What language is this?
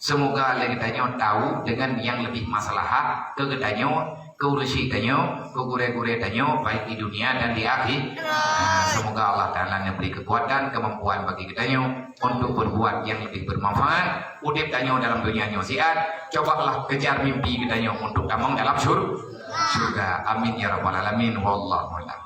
Achinese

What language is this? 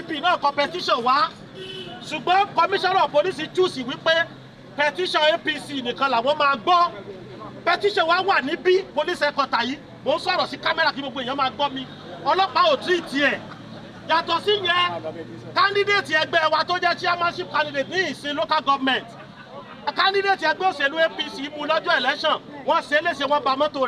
Yoruba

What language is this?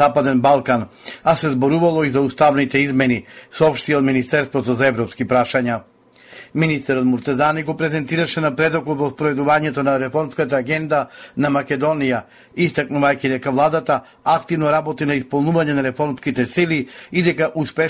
Macedonian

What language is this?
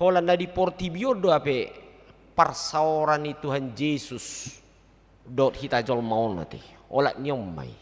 Batak Toba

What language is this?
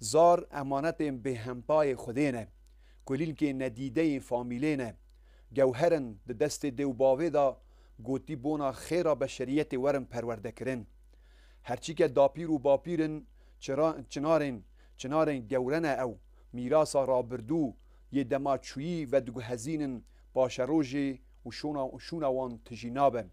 Kurdish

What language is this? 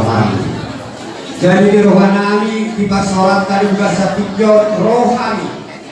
Batak Toba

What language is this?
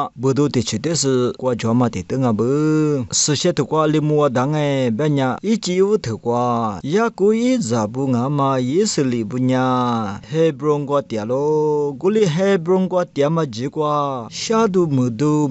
Lisu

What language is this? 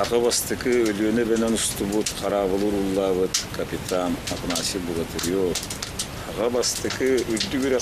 Yakut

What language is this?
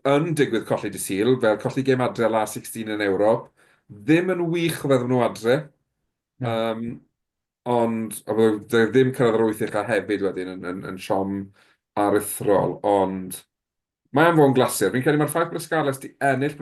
Welsh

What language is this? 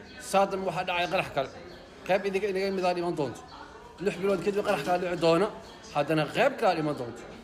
Somali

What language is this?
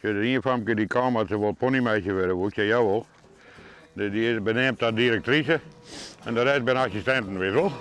Western Frisian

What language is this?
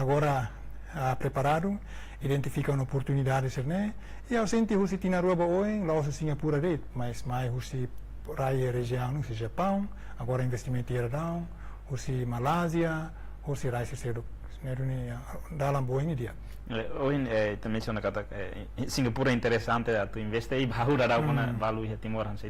Tetum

